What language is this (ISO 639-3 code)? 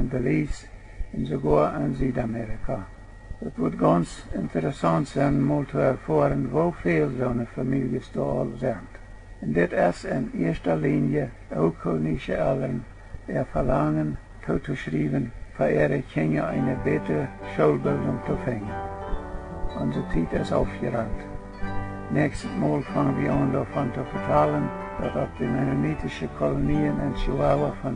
pdt